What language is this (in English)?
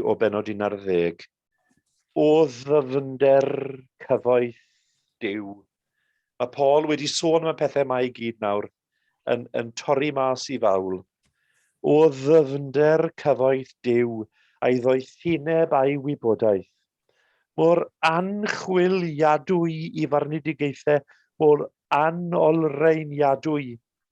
Welsh